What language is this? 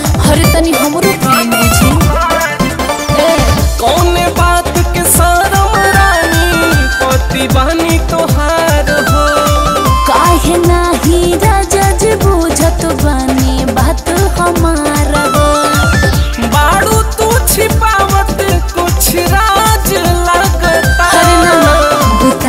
Bhojpuri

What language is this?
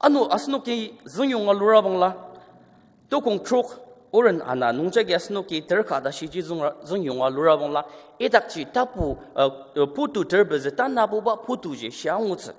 Ao Naga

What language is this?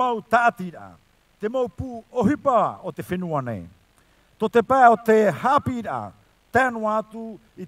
Tahitian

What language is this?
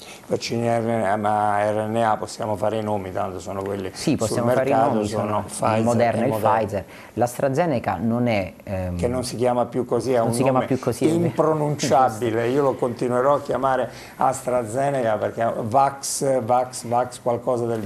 Italian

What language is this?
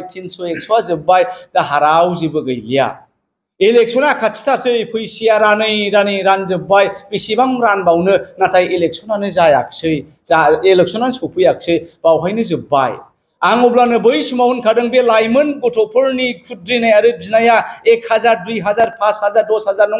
Bodo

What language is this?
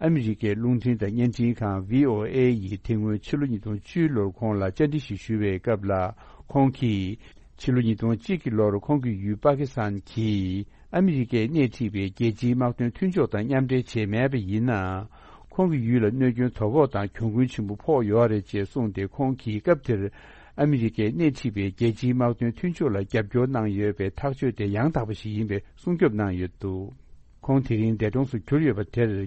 Tibetan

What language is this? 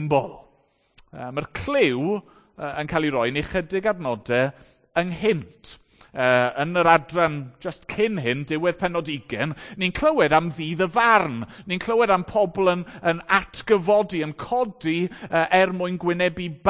Welsh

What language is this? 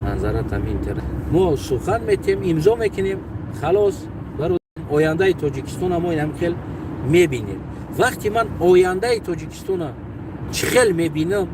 Tajik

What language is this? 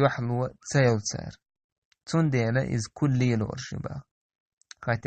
Chechen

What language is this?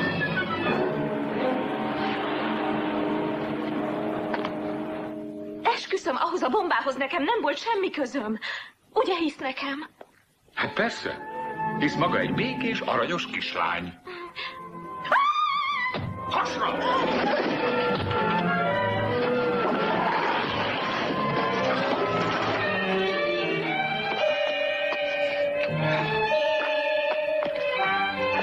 Hungarian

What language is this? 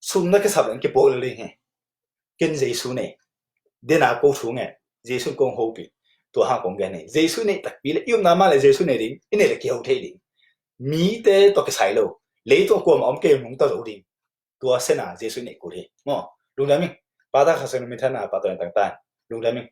Tedim Chin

